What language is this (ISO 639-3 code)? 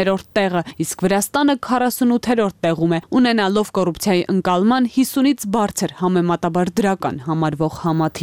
hye